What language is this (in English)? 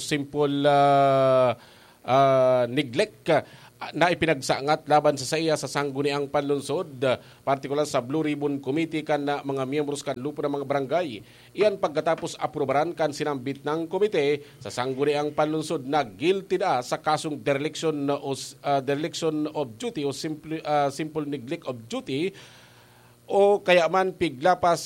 Bikol